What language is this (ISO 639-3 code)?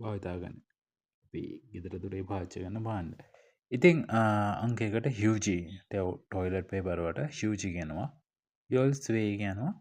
sin